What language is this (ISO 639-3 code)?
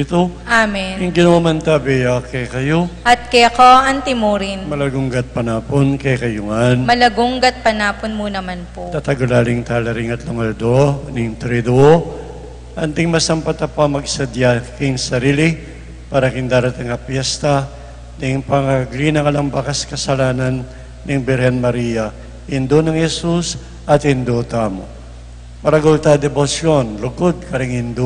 pam